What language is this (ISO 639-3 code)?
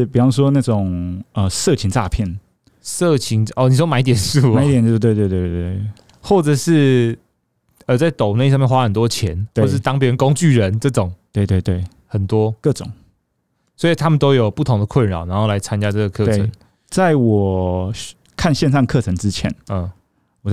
zho